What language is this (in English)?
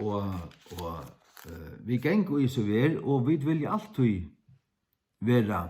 Faroese